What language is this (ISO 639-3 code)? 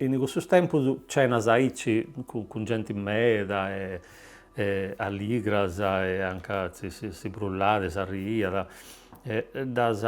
srd